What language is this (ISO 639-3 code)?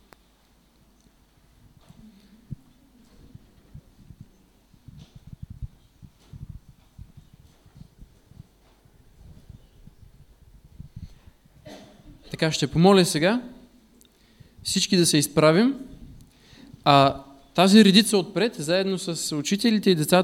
bul